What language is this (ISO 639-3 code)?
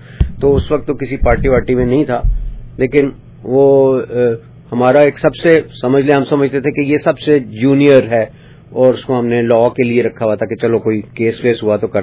urd